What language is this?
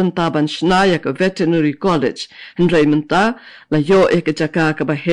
Khasi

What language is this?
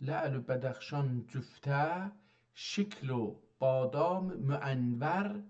South Azerbaijani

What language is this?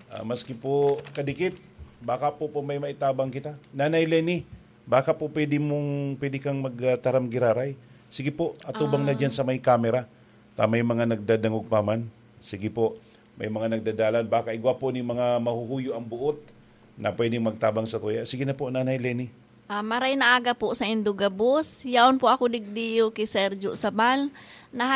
Bikol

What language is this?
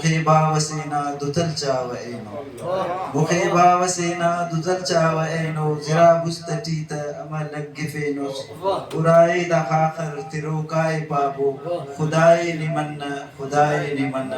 Brahui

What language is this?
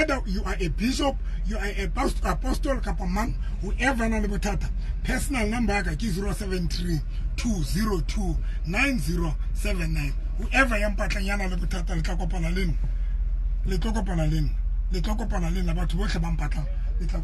Tswana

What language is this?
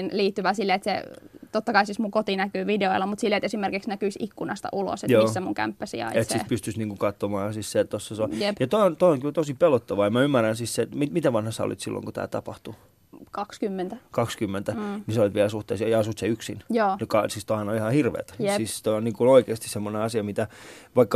Finnish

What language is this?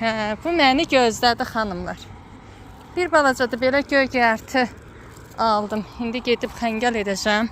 Azerbaijani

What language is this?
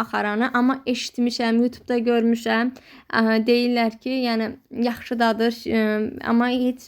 Azerbaijani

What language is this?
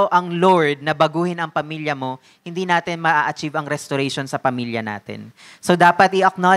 Filipino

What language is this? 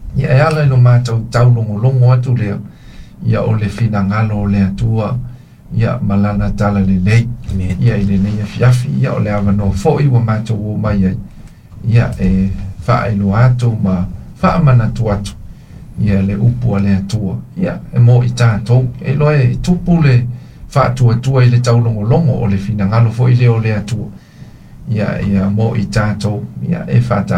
Samoan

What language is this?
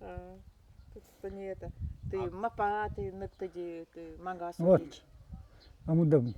Nanai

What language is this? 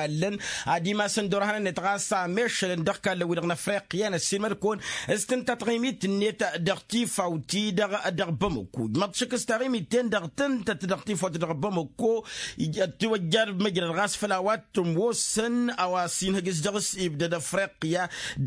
Tamasheq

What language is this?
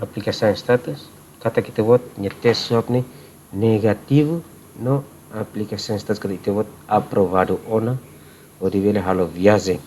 Tetum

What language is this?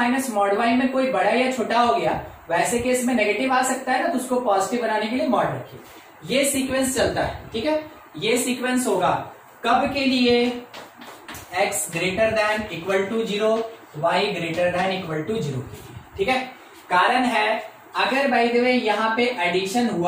Hindi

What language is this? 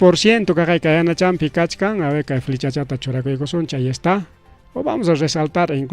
Ayacucho Quechua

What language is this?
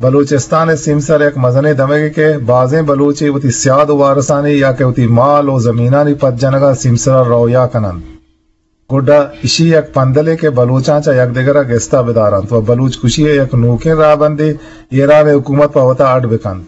Eastern Balochi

